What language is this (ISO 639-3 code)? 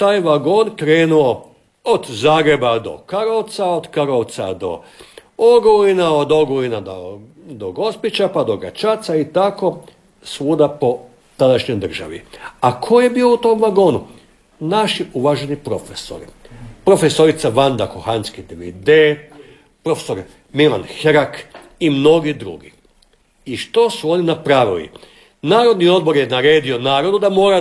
hrv